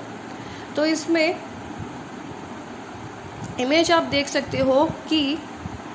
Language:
Hindi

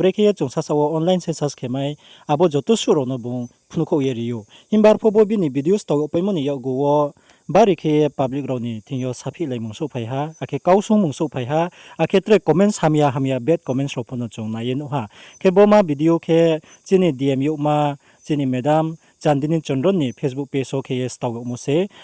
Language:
Riang (India)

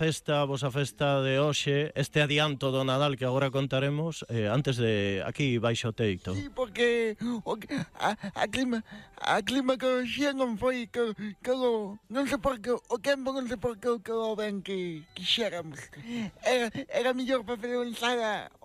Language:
Galician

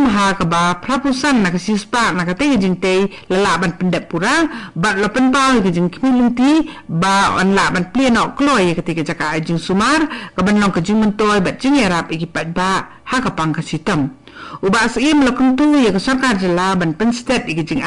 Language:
Khasi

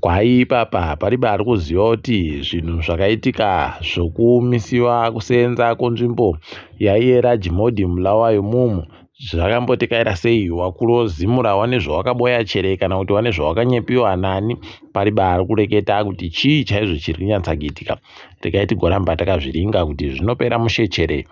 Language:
Ndau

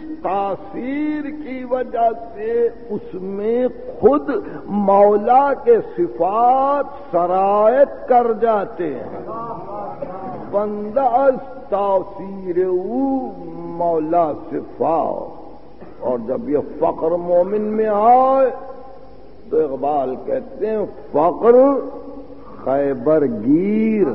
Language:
Urdu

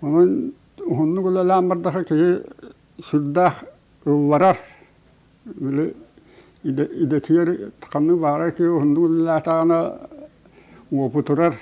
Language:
Yakut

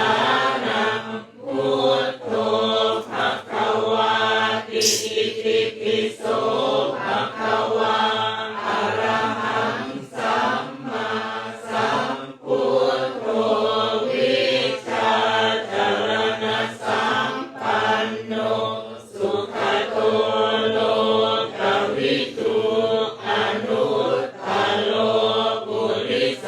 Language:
Pali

